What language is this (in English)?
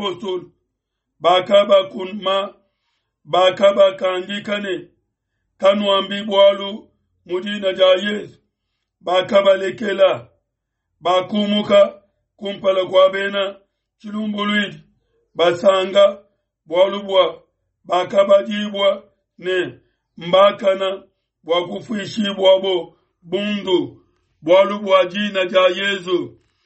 Luba-Lulua